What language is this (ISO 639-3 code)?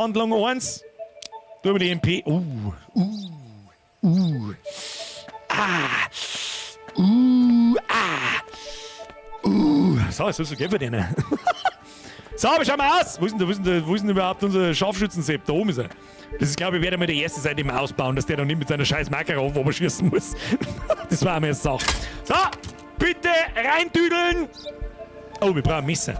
bar